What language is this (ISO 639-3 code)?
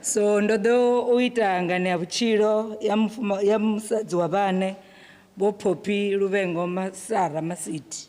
ven